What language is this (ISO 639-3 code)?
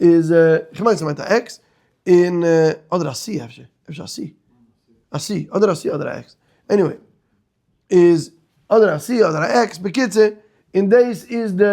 yid